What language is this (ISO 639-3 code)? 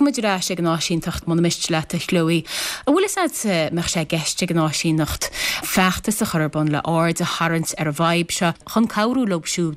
gle